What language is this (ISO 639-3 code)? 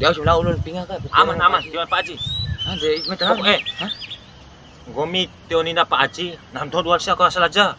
bhp